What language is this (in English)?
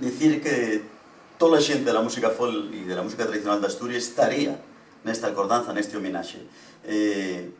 Asturian